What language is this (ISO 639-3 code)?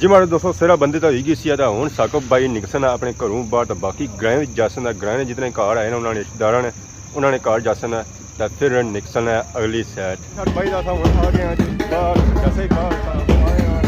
phr